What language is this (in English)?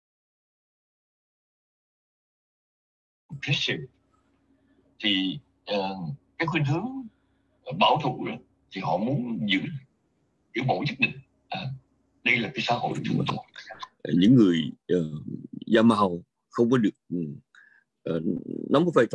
Vietnamese